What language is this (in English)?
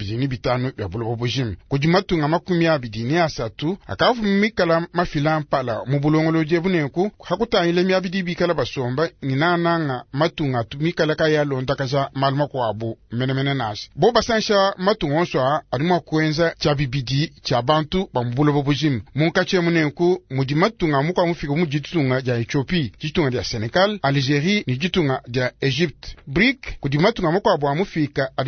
Luba-Lulua